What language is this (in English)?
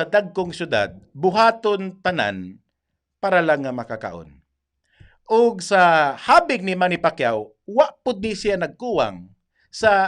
Cebuano